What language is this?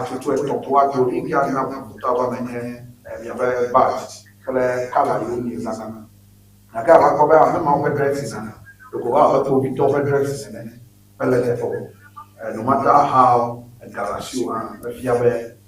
Ewe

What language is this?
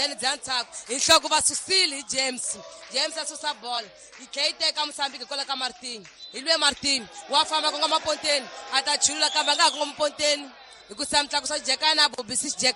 Tsonga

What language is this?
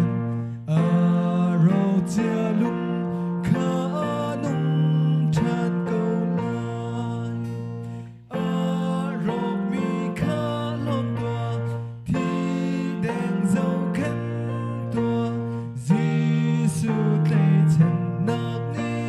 Hakha Chin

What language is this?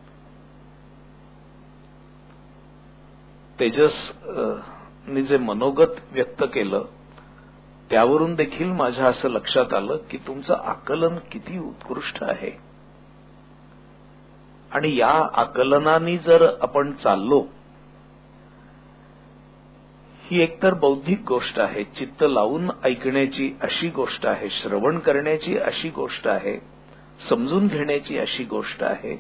Marathi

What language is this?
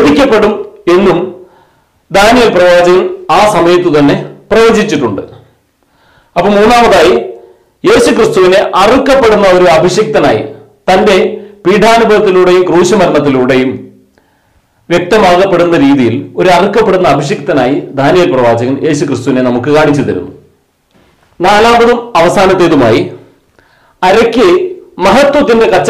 Malayalam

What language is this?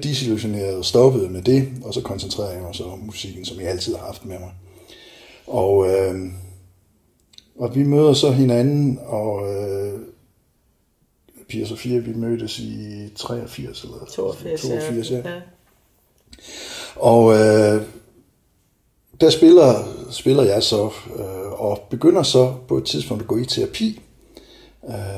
Danish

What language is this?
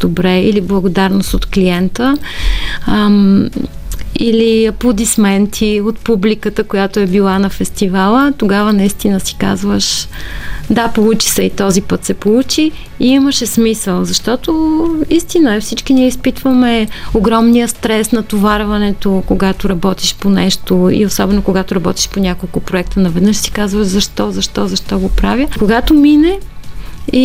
Bulgarian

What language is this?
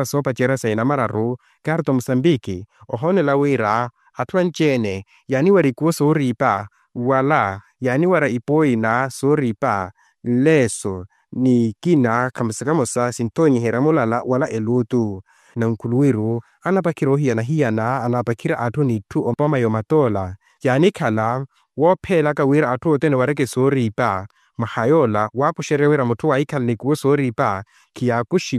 Makhuwa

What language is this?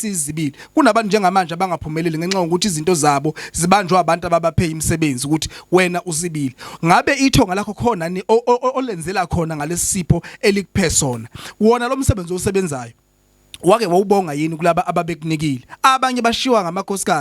Zulu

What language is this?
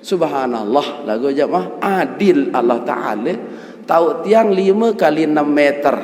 Sasak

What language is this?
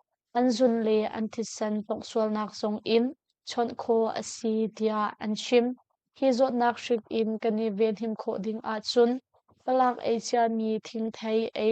Hakha Chin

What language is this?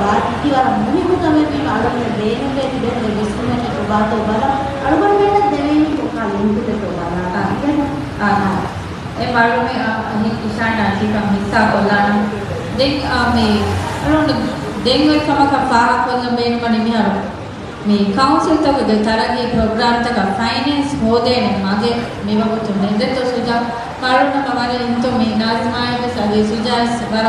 Divehi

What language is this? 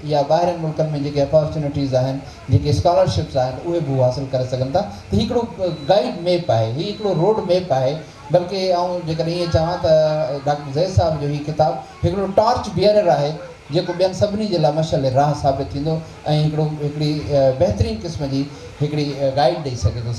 Sindhi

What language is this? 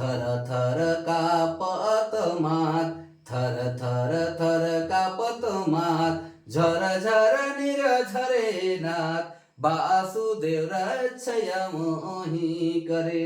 Sadri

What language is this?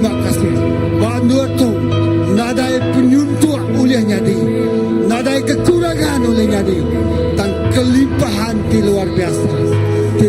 Iban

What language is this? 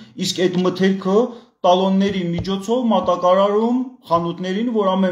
Armenian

